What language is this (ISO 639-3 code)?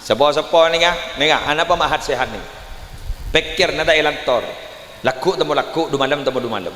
mad